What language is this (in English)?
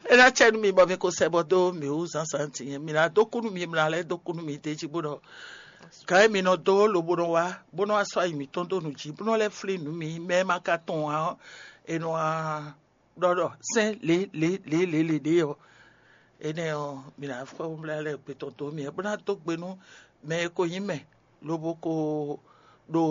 Fon